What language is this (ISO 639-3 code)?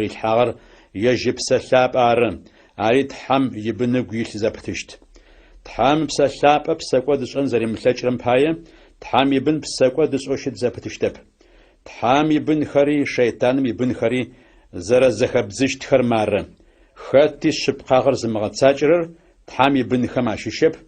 ady